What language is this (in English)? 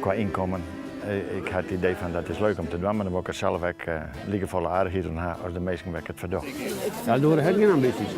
Western Frisian